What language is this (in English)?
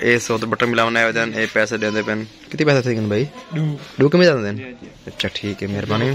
Saraiki